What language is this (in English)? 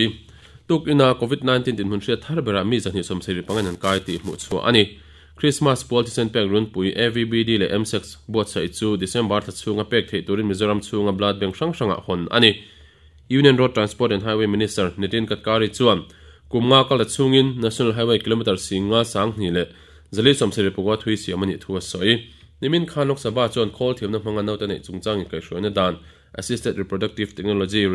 Mizo